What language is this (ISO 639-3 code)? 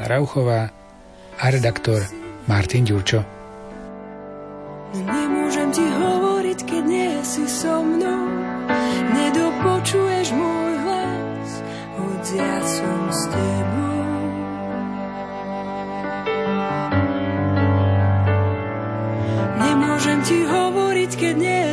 slk